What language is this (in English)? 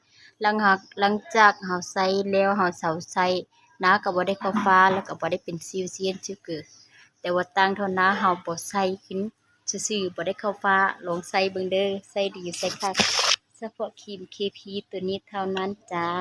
Lao